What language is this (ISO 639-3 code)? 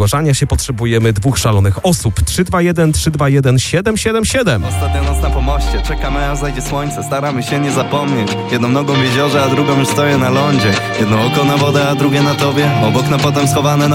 pol